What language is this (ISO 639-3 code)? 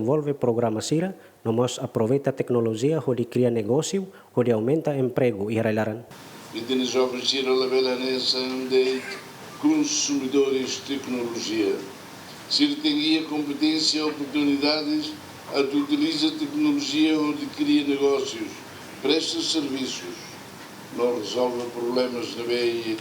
tet